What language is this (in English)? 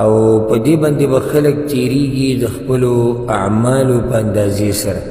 Pashto